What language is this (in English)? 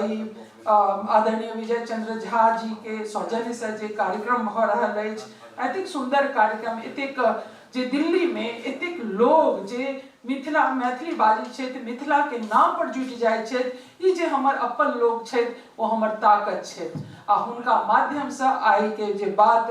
Maithili